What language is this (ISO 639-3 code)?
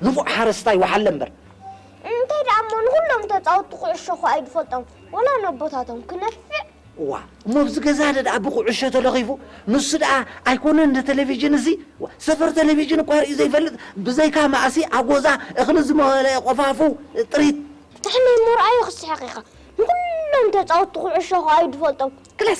tir